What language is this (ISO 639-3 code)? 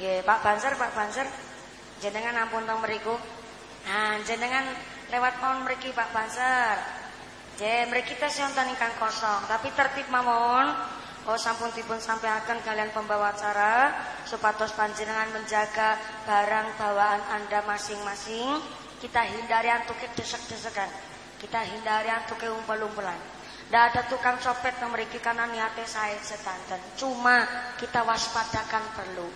jav